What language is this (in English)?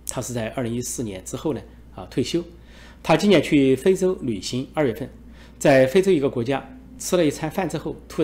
Chinese